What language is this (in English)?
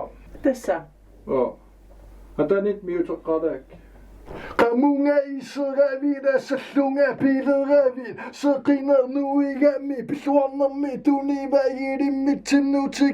Kalaallisut